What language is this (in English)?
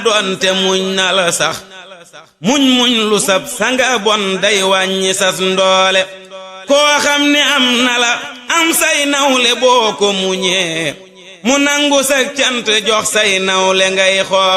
Wolof